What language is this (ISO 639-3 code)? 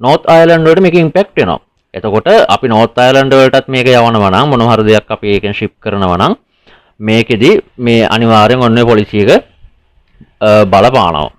sin